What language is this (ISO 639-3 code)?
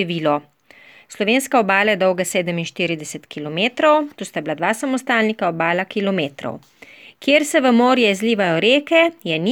slv